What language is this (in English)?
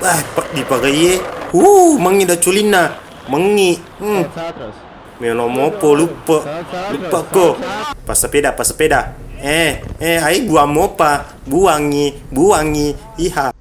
Buginese